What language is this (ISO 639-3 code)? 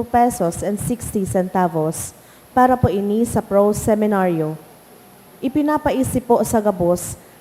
bik